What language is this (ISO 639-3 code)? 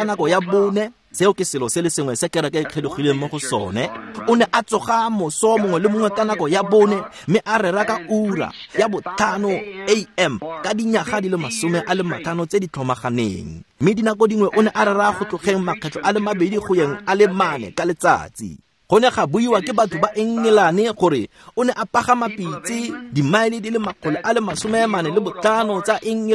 tsn